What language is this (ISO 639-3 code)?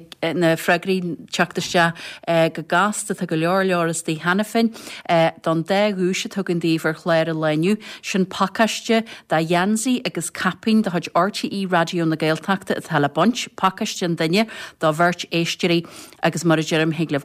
gle